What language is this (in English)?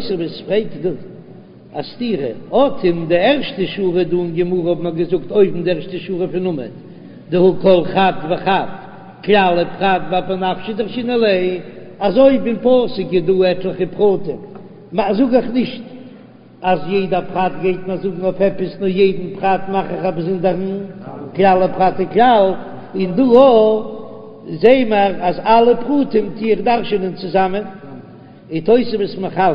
Yiddish